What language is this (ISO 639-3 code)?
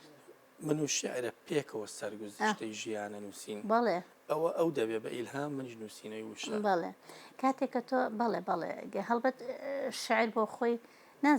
ckb